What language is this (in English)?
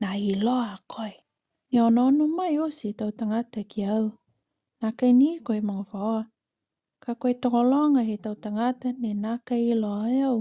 Niuean